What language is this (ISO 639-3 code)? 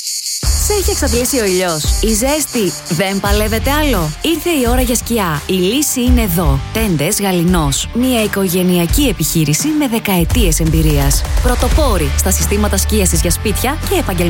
ell